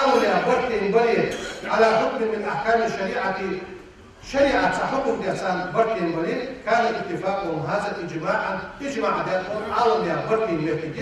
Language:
Ingush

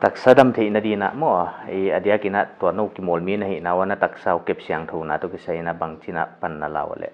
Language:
Paite Chin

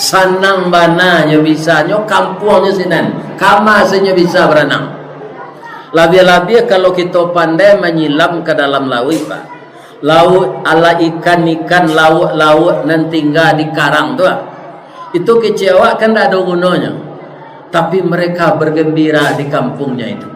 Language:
Minangkabau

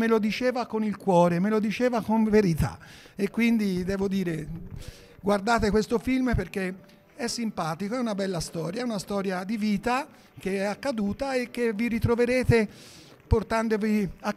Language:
Italian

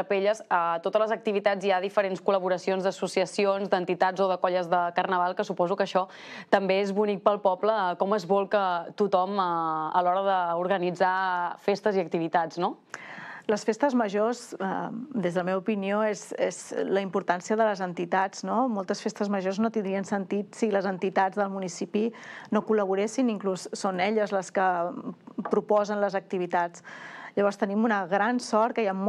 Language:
Catalan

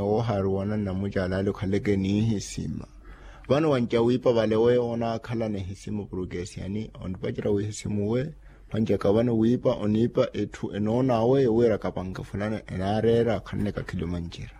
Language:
Makhuwa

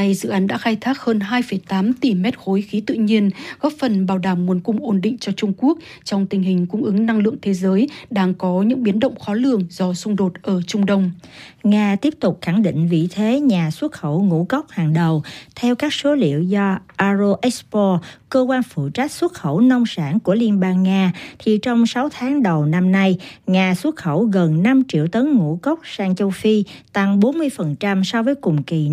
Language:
Vietnamese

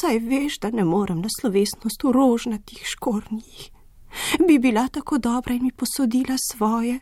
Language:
Slovenian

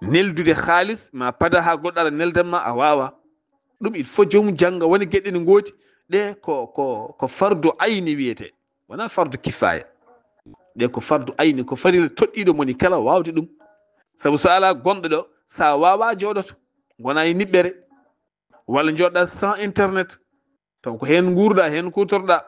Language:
Fula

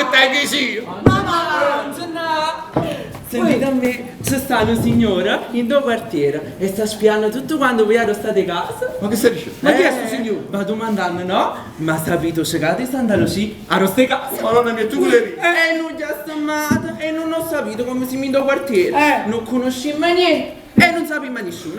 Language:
Neapolitan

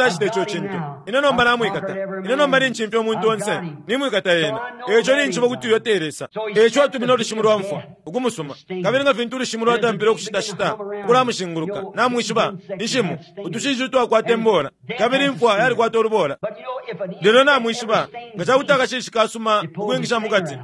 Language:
Bemba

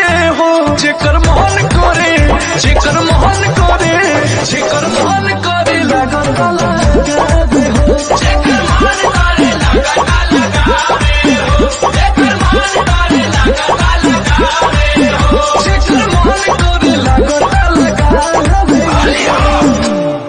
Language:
Bhojpuri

